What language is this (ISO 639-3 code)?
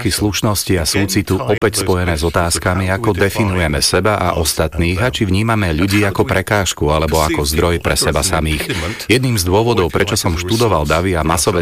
slk